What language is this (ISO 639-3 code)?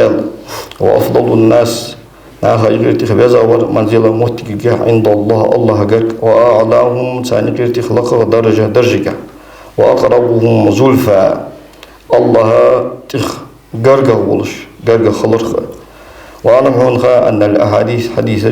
inh